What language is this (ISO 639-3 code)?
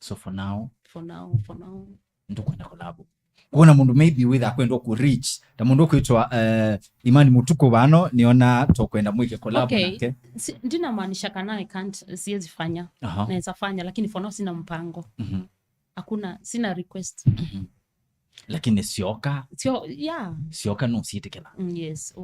kam